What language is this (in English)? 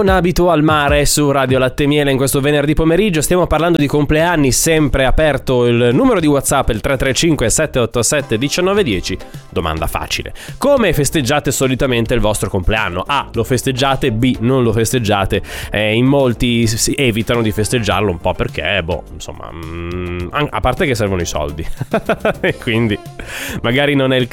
Italian